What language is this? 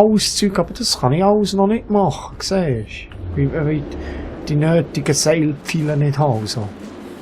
Swiss German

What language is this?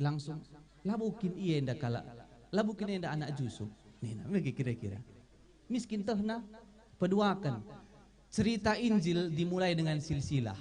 Batak Karo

